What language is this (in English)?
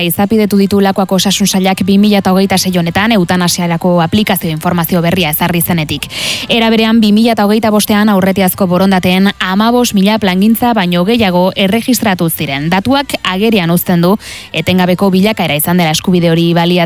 Basque